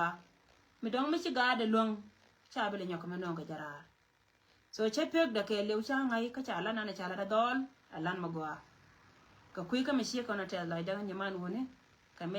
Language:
Nuer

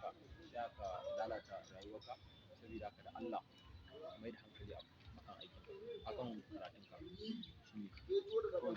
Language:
Hausa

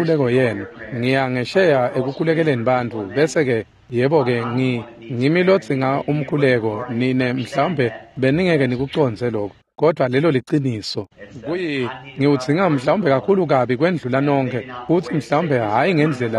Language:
Swati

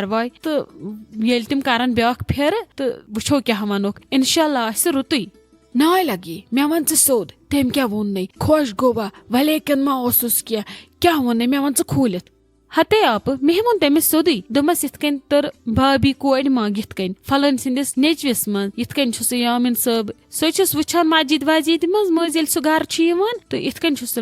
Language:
Kashmiri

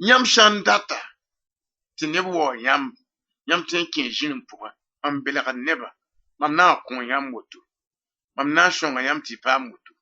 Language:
Mossi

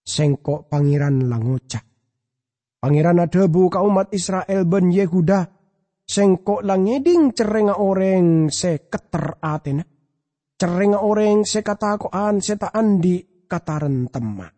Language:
Madurese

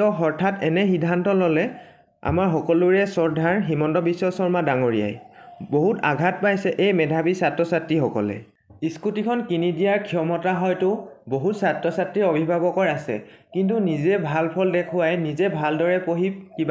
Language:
Assamese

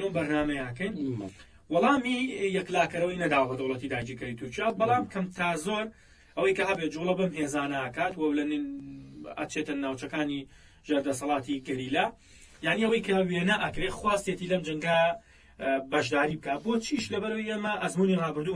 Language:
Central Kurdish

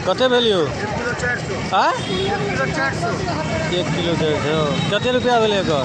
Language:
Maithili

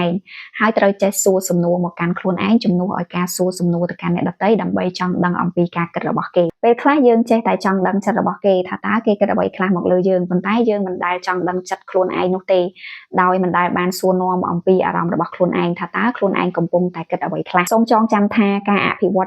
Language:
Khmer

